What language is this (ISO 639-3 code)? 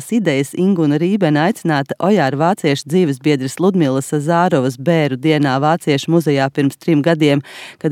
lav